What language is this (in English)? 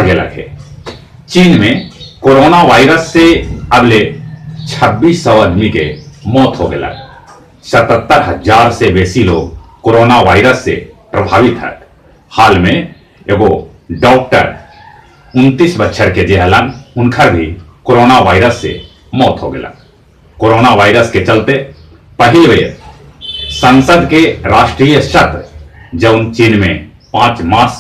Magahi